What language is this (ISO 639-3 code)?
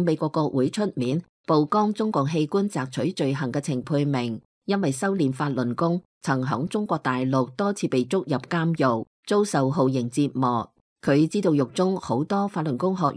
yue